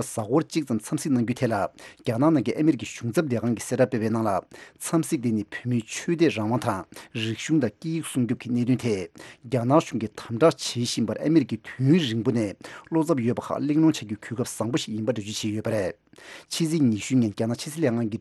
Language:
Tibetan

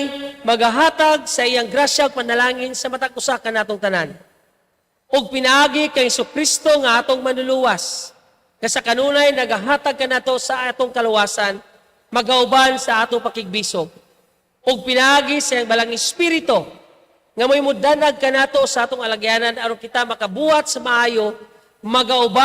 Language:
Cebuano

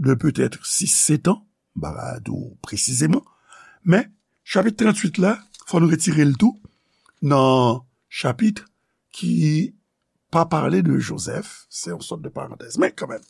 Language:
Haitian Creole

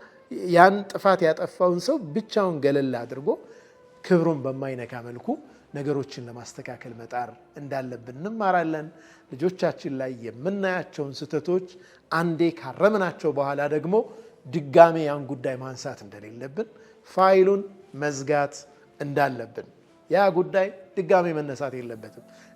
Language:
Amharic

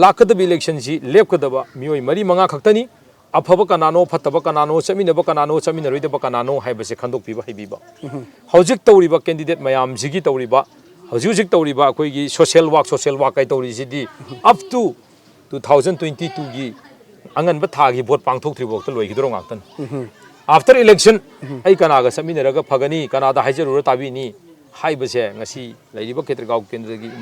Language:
Manipuri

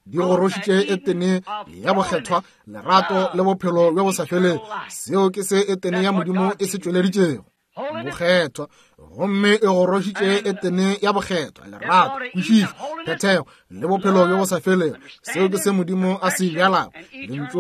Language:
Northern Sotho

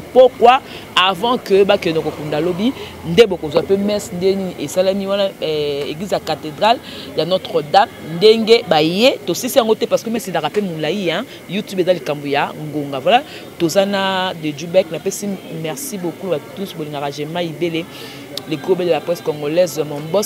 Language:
Lingala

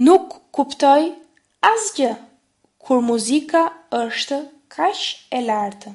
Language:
Albanian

